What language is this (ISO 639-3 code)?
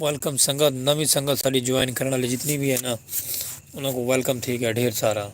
skr